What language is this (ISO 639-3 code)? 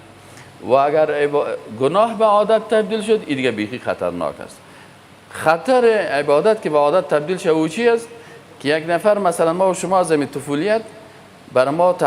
fas